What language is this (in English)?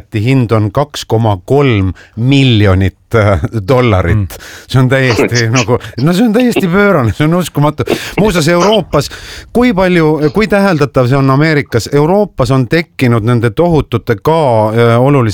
Estonian